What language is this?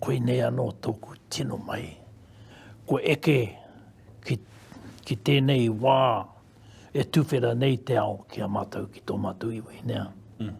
Māori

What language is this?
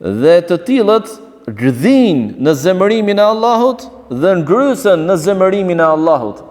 Albanian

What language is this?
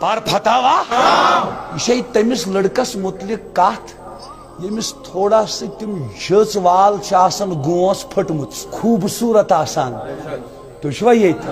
Kashmiri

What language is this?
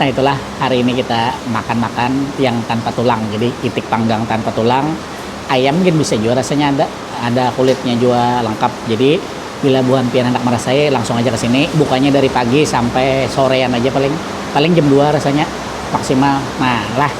Banjar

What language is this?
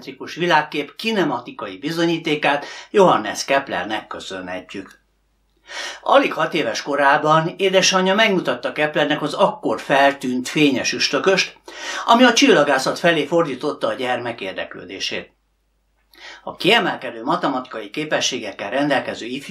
Hungarian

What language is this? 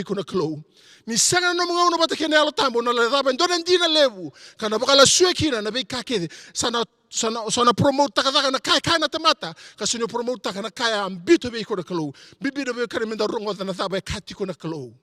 Fijian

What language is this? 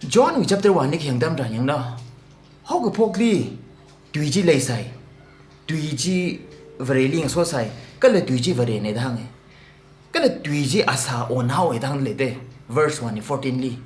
Tangkhul Naga (India)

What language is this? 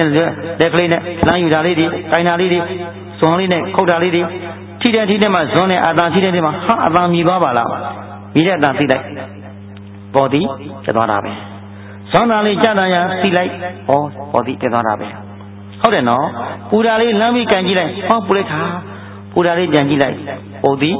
Burmese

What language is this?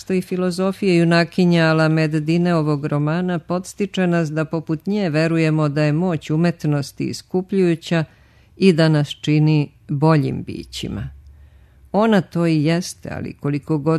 Serbian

